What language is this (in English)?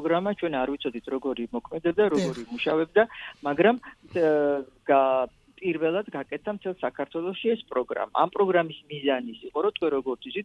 Georgian